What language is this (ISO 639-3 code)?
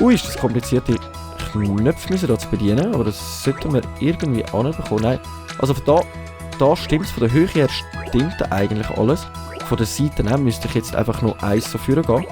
gsw